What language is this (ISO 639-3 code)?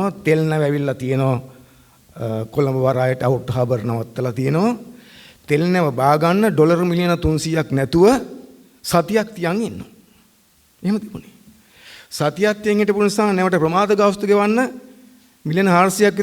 sin